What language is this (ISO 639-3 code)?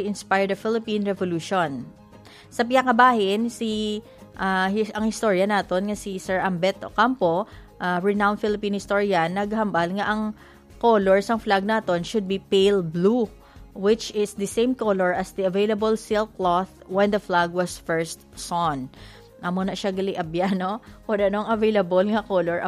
hil